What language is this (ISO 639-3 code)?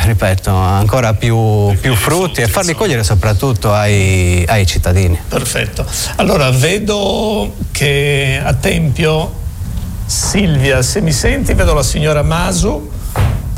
ita